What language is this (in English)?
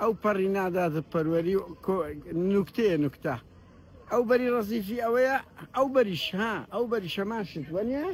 Central Kurdish